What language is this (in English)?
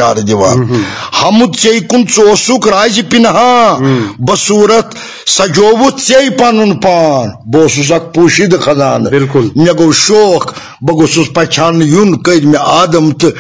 Kashmiri